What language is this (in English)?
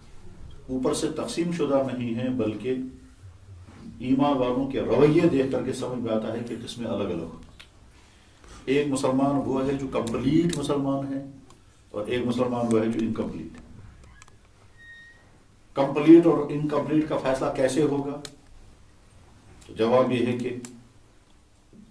Urdu